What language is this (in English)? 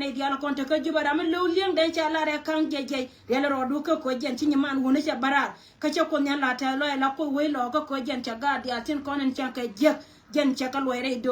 Nuer